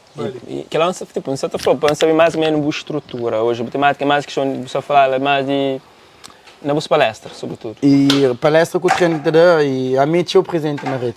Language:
Kabuverdianu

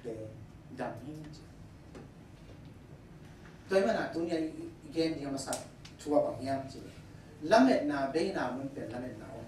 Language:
Tedim Chin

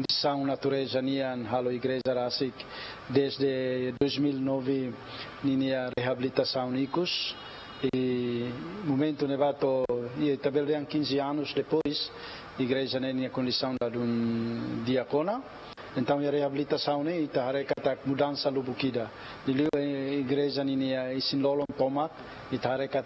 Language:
Tetum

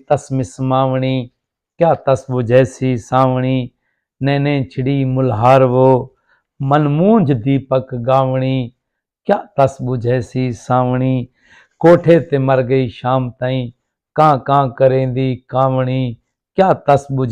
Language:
Saraiki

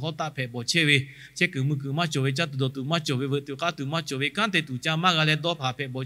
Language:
Lahu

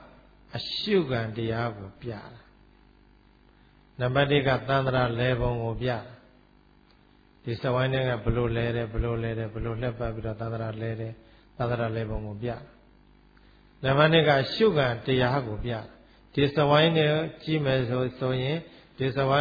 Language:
Burmese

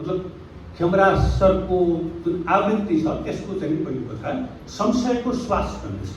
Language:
Nepali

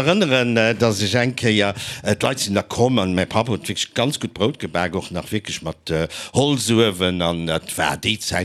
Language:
Luxembourgish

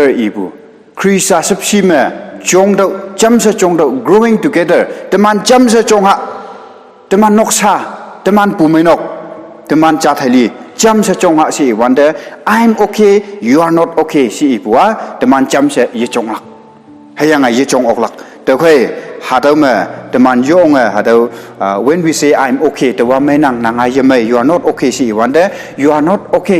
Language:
Konyak Naga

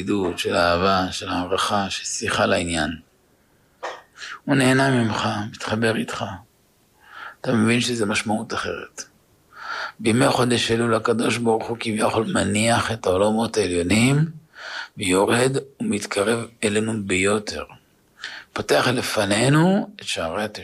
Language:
Hebrew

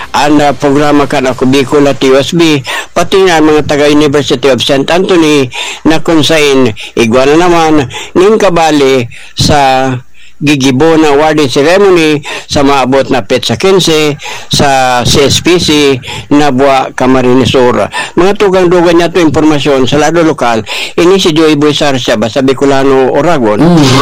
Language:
Bikol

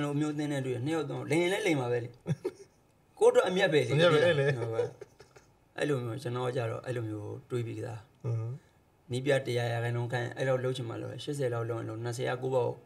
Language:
Burmese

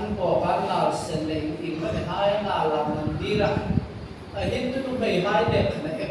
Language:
Hmar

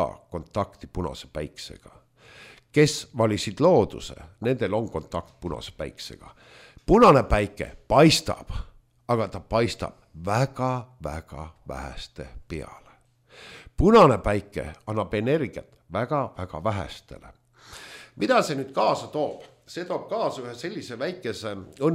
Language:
Estonian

